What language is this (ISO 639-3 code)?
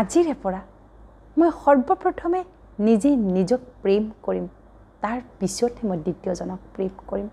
asm